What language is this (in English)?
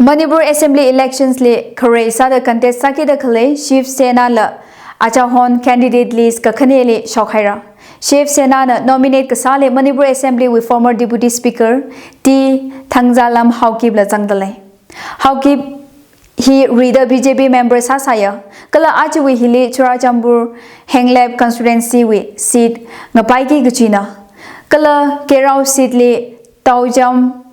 Tangkhul Naga (India)